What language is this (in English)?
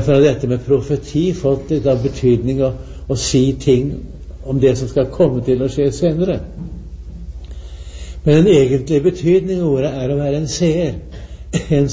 Norwegian